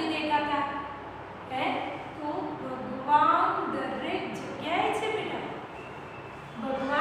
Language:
Gujarati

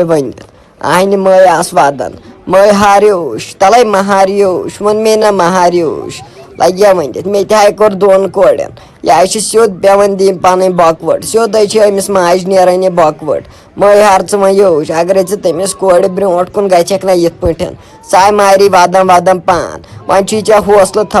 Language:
Kashmiri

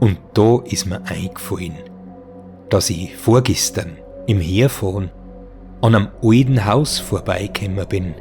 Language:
Bavarian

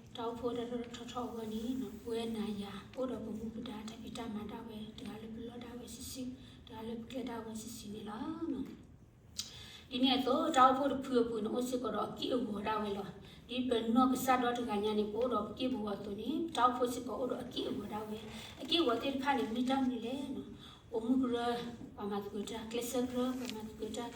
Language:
S'gaw Karen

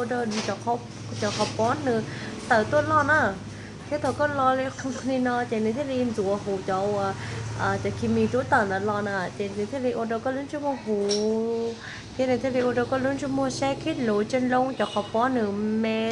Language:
Hmong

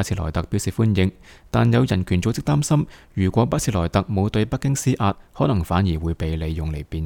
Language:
Cantonese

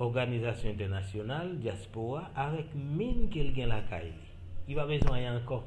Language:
Haitian Creole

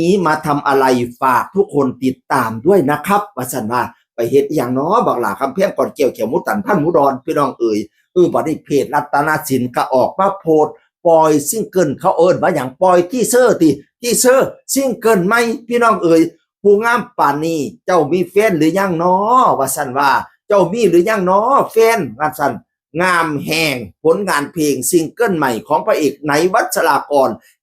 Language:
Northeastern Thai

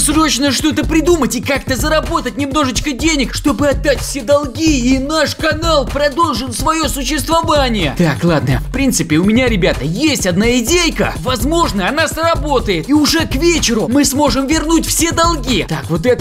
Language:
Russian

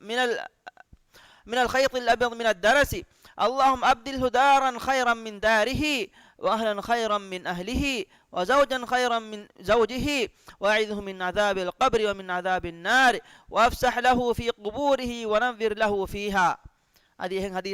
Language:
Divehi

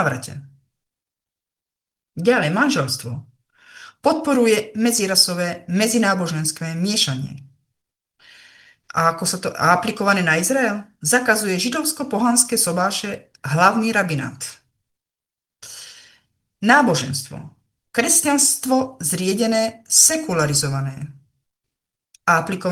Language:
Slovak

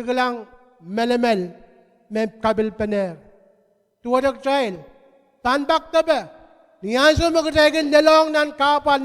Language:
Pohnpeian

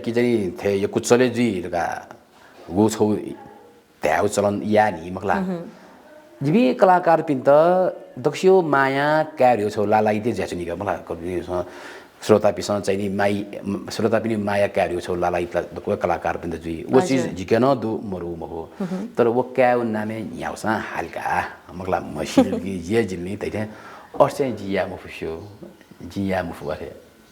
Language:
Newari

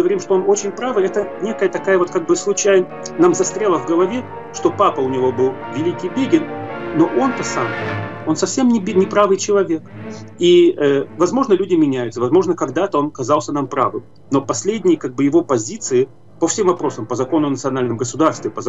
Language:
Russian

